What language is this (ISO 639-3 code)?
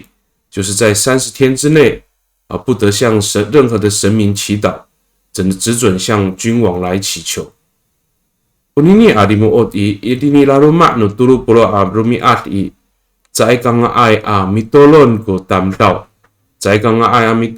ami